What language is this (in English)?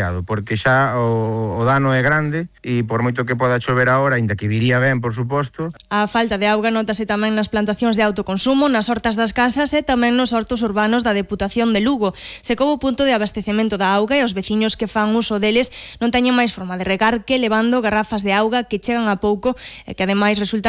Galician